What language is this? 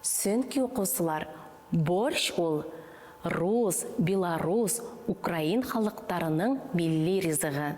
Bashkir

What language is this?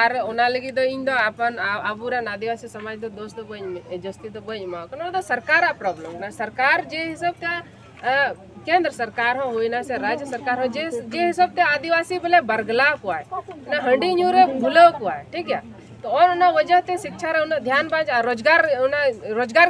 Santali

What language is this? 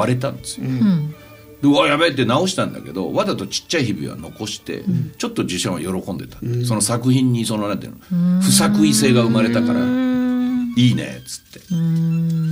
Japanese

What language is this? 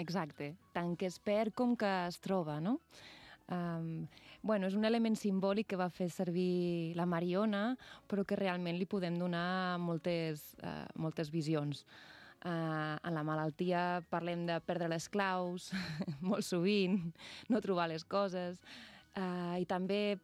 Catalan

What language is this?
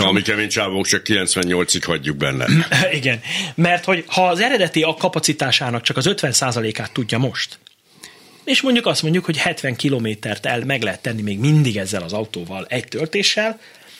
Hungarian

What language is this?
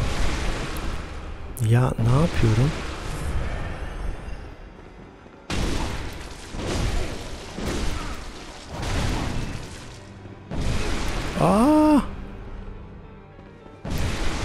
Turkish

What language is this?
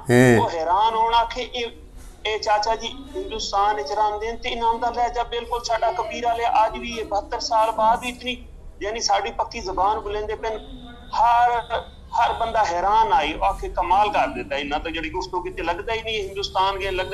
Saraiki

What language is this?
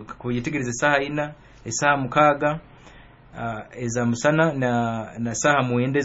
Nyoro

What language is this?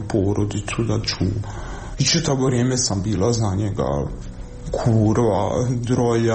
Croatian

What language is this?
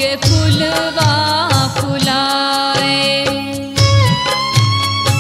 Bhojpuri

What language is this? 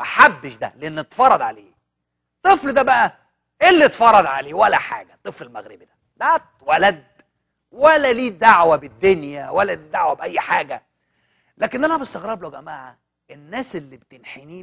Egyptian Arabic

